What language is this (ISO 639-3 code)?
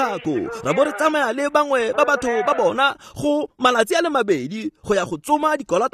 tsn